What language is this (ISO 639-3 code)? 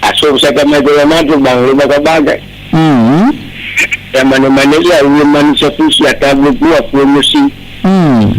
nia